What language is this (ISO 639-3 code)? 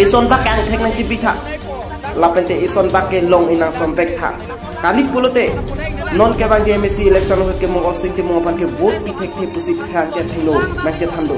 mjw